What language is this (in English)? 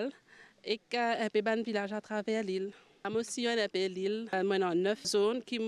Morisyen